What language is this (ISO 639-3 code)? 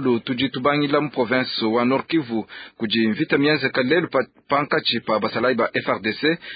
lua